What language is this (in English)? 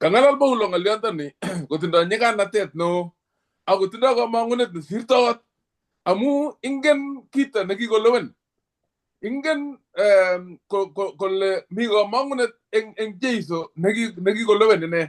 Kalenjin